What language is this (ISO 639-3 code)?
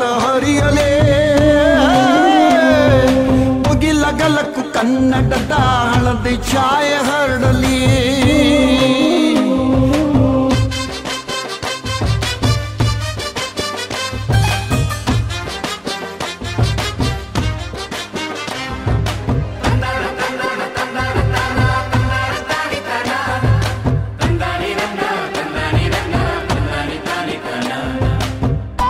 kan